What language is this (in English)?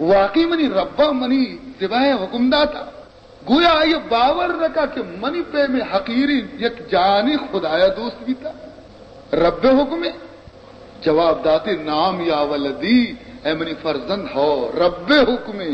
Baluchi